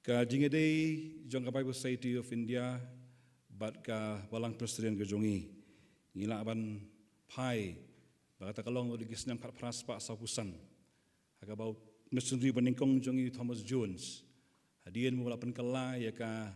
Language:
Khasi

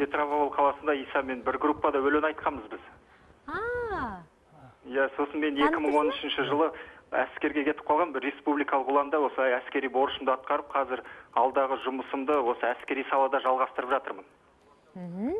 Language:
Kazakh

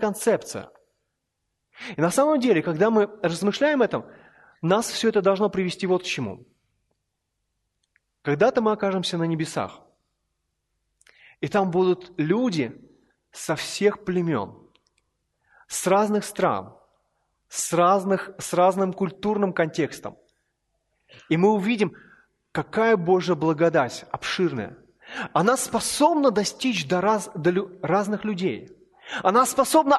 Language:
Russian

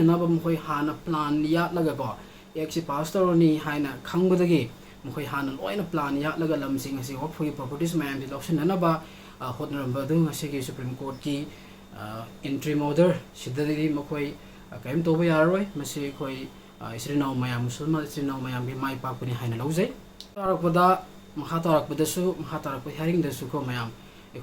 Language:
Manipuri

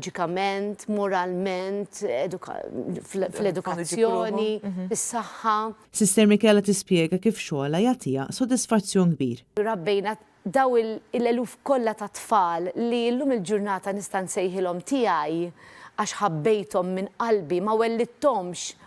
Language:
Maltese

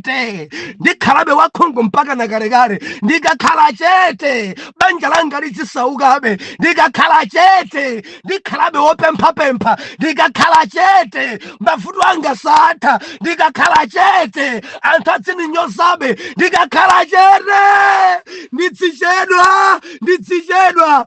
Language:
Nyanja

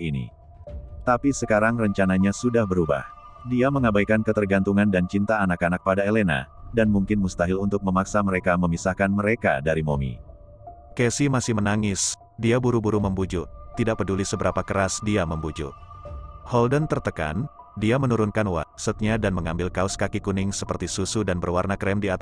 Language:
Indonesian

